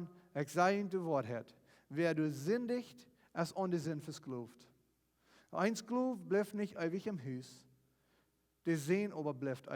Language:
Plautdietsch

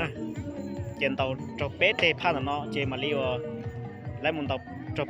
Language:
Hmong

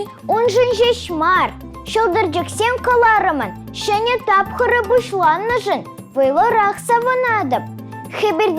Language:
Chuvash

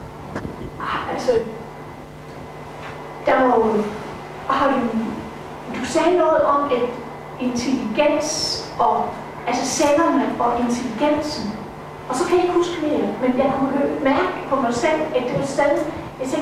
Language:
Danish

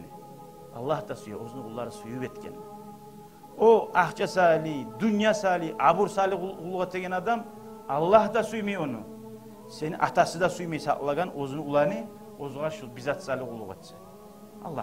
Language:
Kumyk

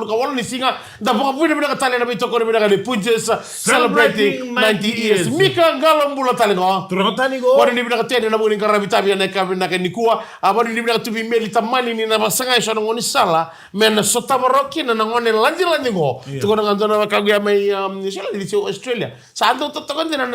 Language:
Fijian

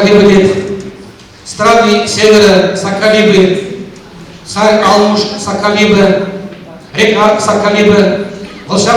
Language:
Chuvash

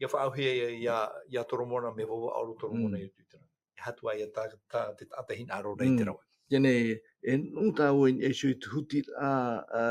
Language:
Tahitian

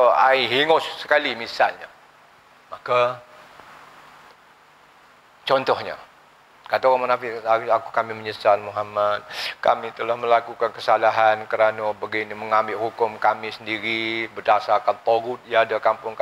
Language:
Malay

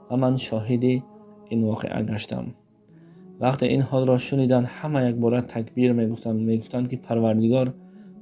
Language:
Tajik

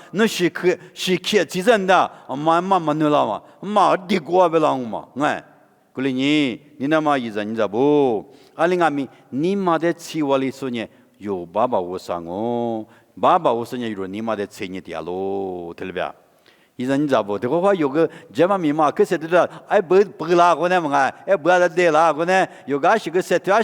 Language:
Lisu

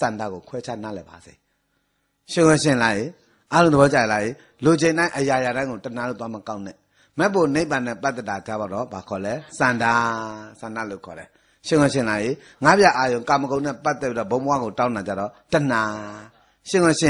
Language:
Burmese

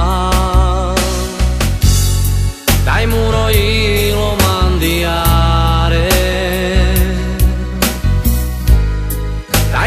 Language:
Romany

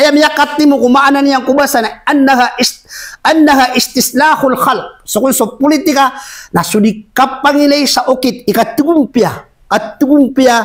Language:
Maranao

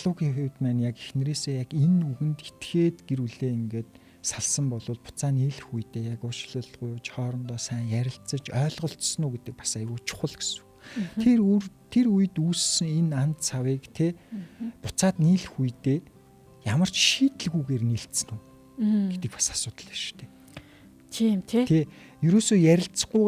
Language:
Mongolian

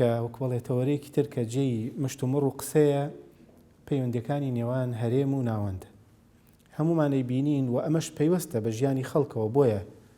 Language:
Central Kurdish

